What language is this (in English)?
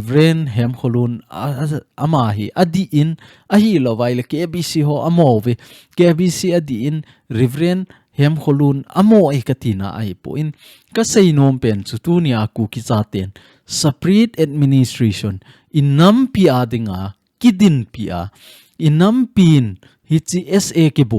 Thado Chin